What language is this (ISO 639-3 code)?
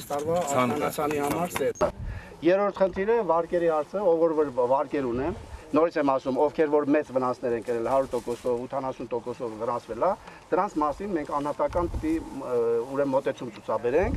hye